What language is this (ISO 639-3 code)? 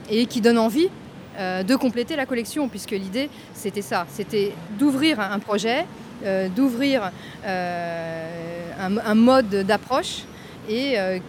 fra